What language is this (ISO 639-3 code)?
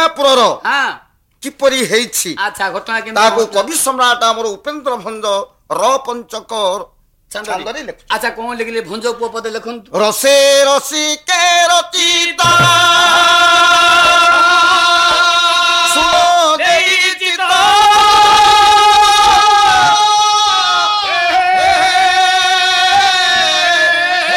ori